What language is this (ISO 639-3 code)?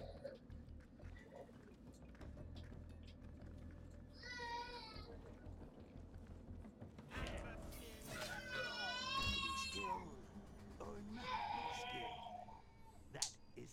eng